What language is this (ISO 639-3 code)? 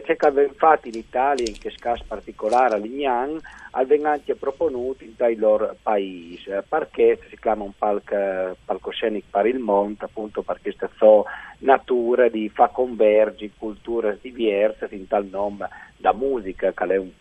fur